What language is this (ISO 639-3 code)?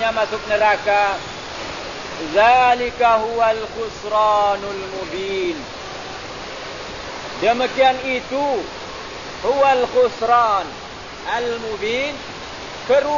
msa